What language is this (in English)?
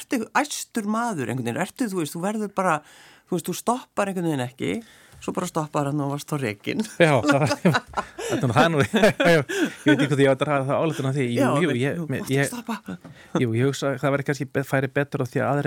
Icelandic